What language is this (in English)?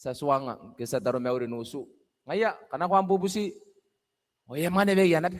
Gilbertese